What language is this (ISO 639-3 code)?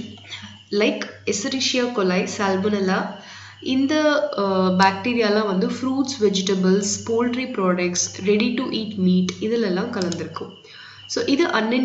tam